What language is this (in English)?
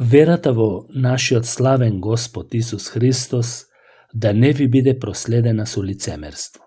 Macedonian